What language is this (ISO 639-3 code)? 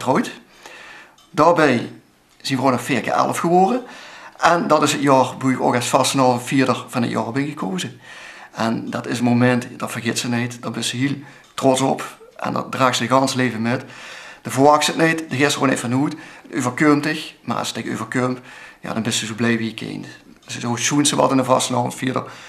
lim